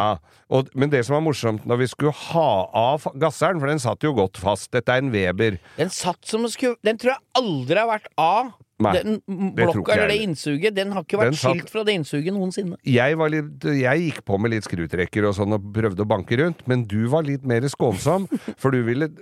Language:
Norwegian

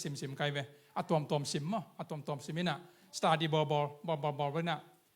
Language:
Tedim Chin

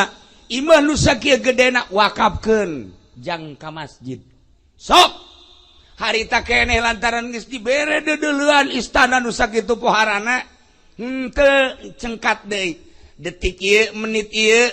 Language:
Sundanese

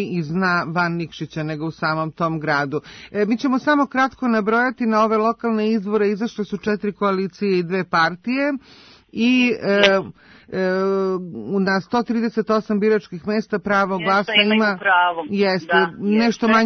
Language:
Serbian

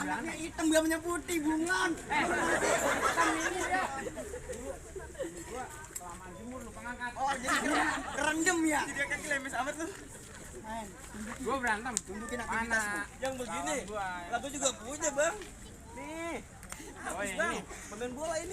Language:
Betawi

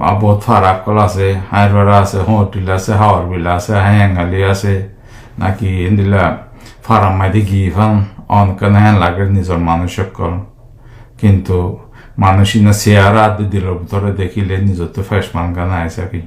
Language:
Rohingya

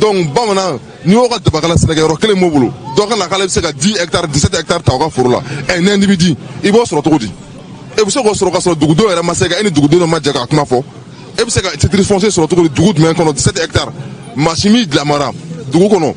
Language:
Bambara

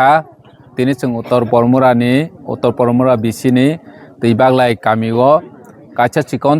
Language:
Kok Borok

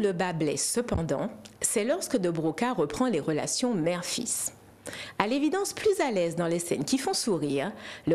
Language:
French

